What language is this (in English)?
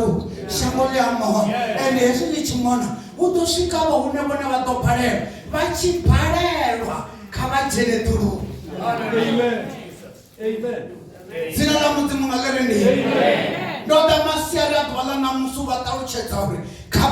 Venda